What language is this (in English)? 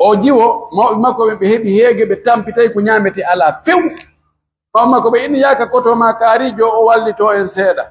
Pular